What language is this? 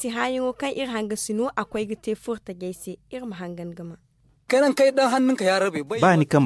Zarma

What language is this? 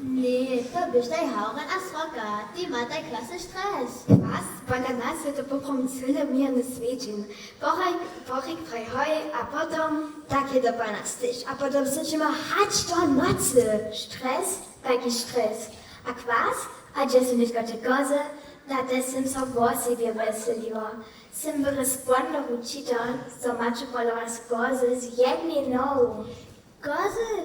Upper Sorbian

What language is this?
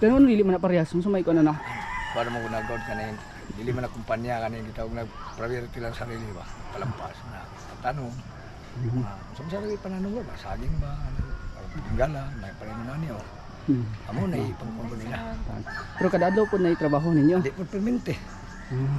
Cebuano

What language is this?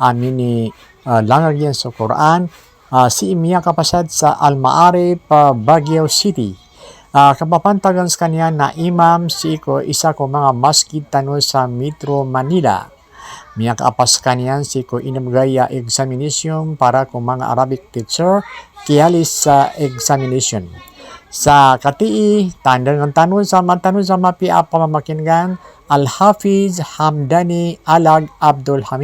Maranao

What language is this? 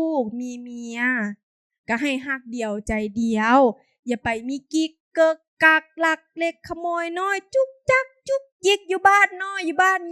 Lao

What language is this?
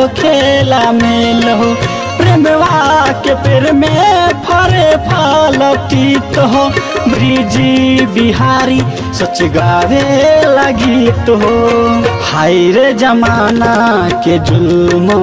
Bhojpuri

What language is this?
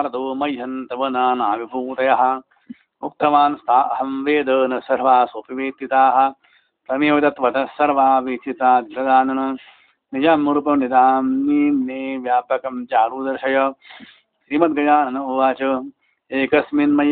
Sanskrit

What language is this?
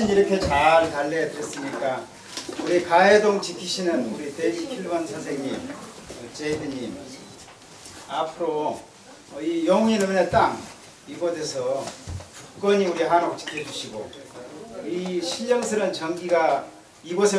Korean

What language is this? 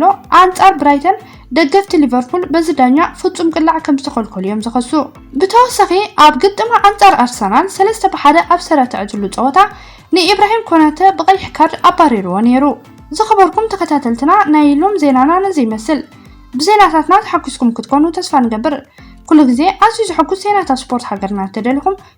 Tigrinya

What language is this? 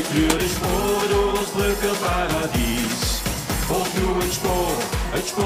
Limburgish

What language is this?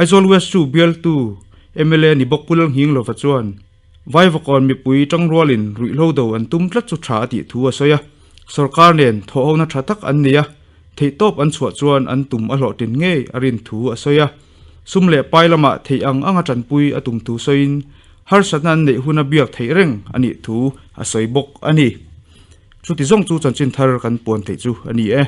Mizo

